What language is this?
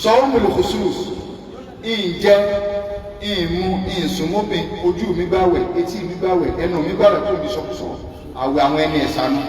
Yoruba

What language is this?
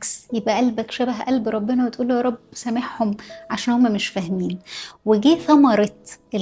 Egyptian Arabic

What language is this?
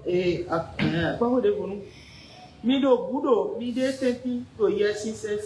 Fon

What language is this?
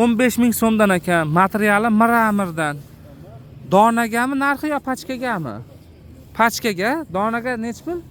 Uzbek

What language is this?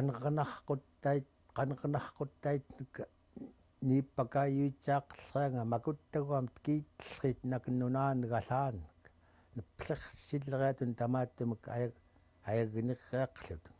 Central Yupik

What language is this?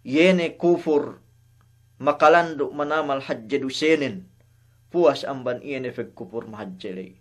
Yakan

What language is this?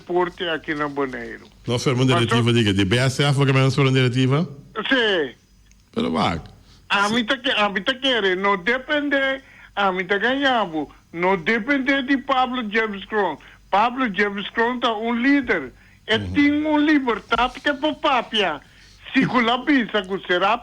Papiamento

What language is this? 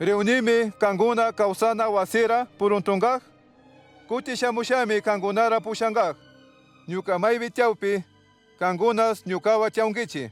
Chimborazo Highland Quichua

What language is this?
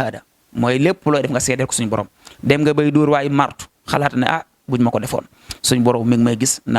Wolof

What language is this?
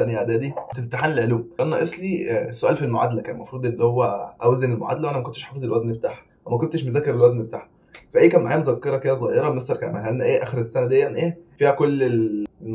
Egyptian Arabic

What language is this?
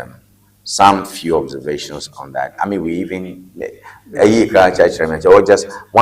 Ewe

